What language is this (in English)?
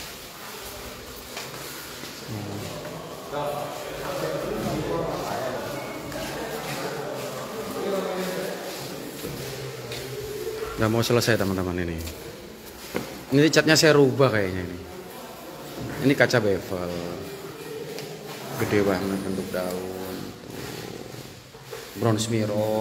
Indonesian